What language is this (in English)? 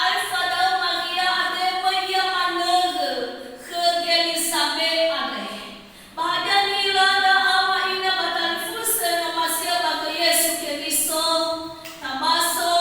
Nias